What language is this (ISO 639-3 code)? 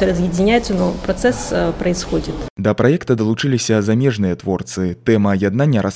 bel